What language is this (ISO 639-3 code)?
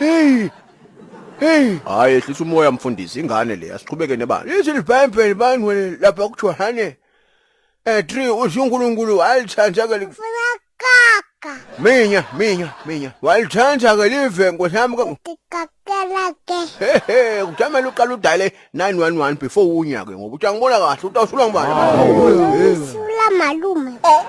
zul